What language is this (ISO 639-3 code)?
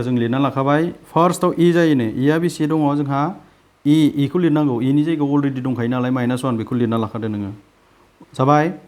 brx